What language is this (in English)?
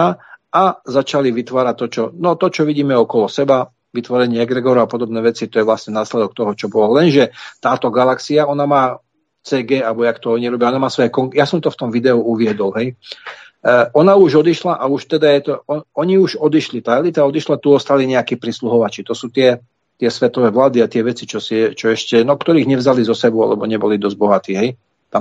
Slovak